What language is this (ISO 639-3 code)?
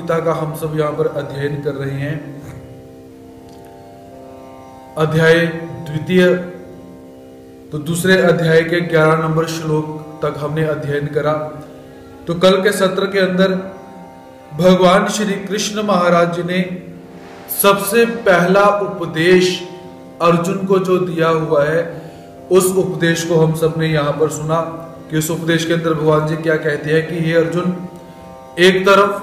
hin